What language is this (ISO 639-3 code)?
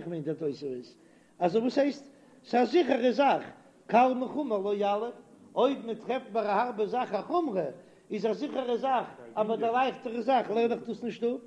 yid